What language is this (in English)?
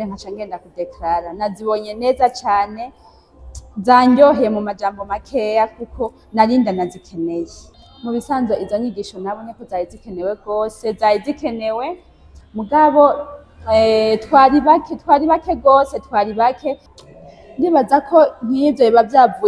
Rundi